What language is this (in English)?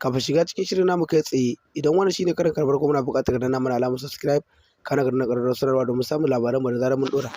Hausa